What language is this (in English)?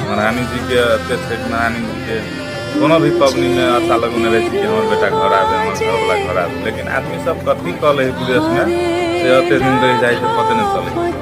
Maithili